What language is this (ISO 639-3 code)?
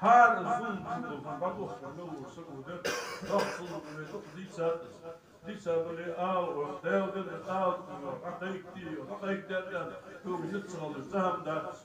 inh